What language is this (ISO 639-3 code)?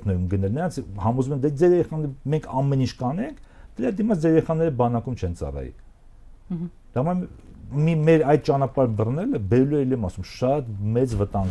hye